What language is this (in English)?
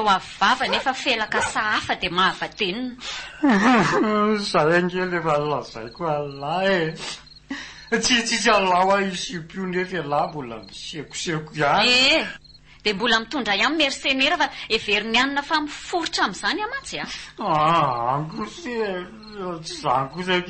Malagasy